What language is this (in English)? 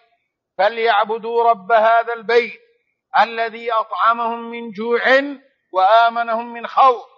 Arabic